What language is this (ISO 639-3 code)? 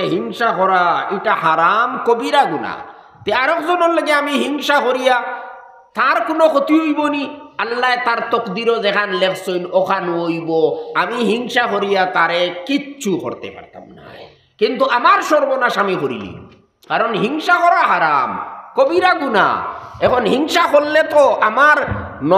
syl